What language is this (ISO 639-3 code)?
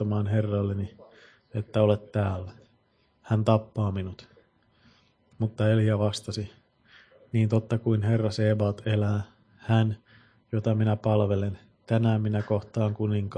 fin